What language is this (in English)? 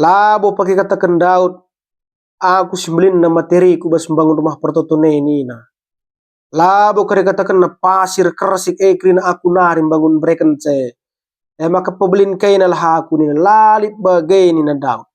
Batak Karo